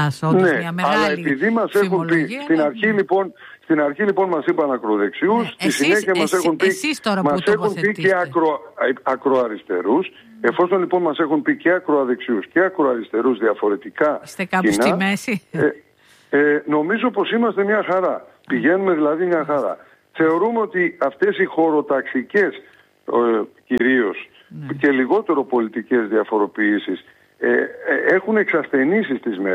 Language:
Greek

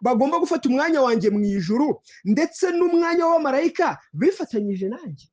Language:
Kinyarwanda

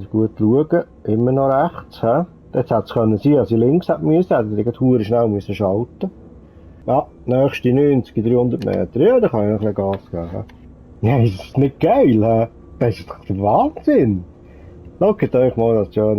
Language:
Swiss German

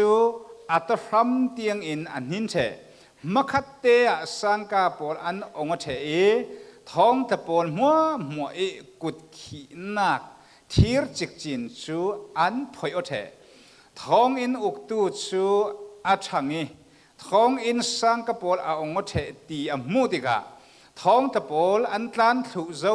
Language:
Falam Chin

